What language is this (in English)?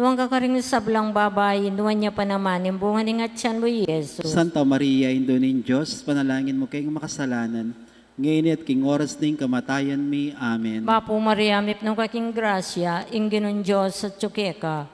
Pampanga